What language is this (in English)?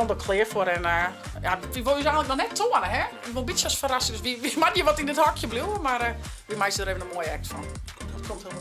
Western Frisian